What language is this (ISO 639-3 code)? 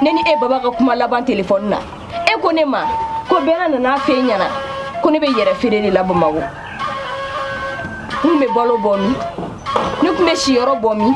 bam